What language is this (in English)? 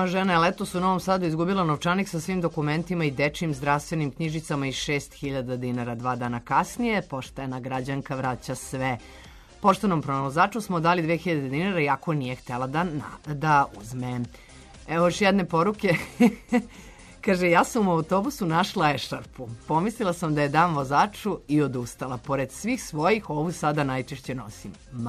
Serbian